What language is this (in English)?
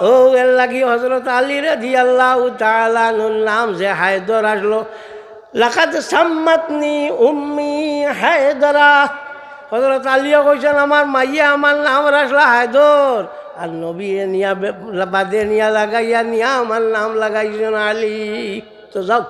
Sylheti